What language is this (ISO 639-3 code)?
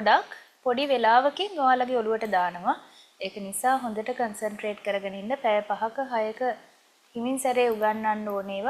sin